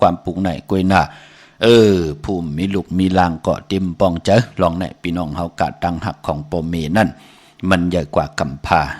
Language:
Shan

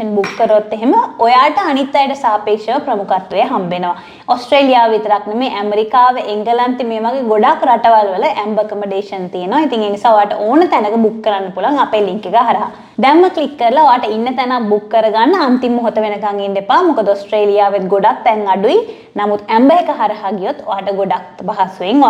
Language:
Sinhala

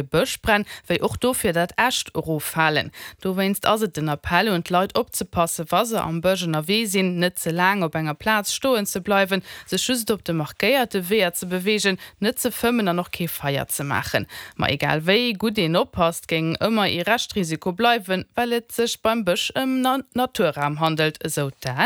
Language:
Luxembourgish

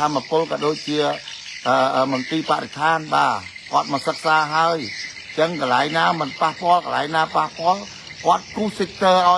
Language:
Khmer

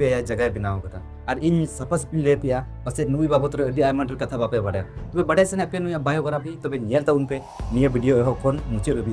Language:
Santali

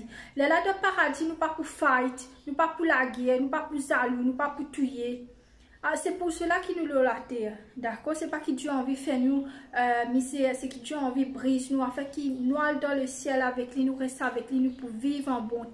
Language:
Morisyen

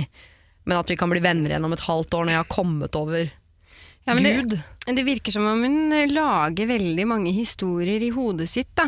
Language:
Norwegian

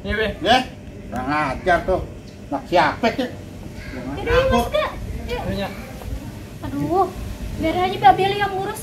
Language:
Betawi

